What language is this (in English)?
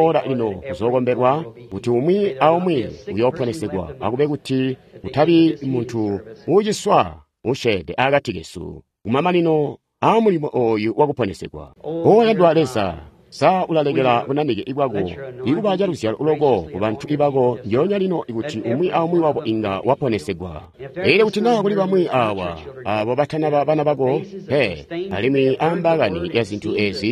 Tonga (Zambia)